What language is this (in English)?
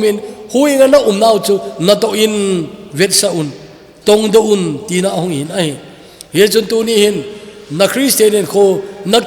Thado Chin